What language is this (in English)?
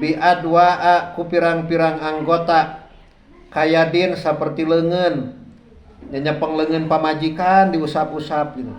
Sundanese